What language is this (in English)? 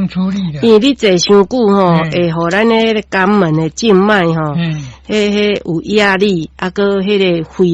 Min Nan Chinese